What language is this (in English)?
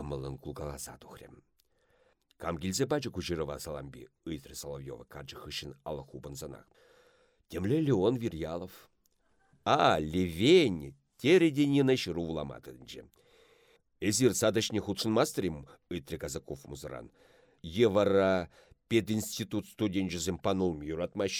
Chuvash